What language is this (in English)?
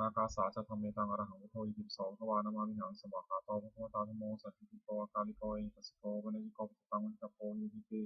Pali